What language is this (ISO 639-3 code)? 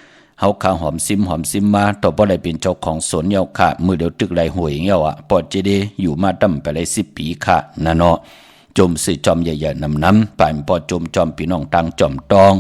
shn